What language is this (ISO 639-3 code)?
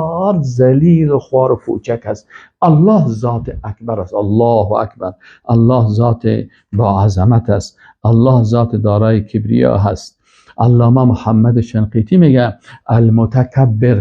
fas